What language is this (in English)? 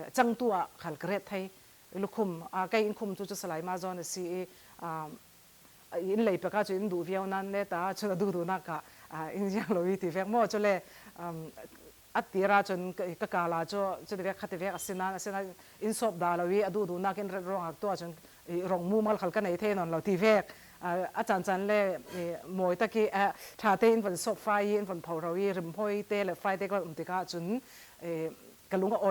Falam Chin